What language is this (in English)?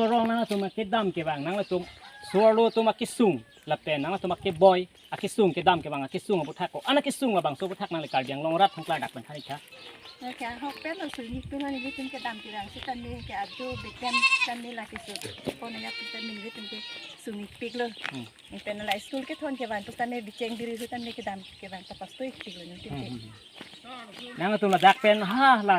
Karbi